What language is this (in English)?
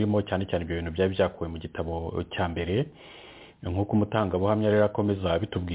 Kinyarwanda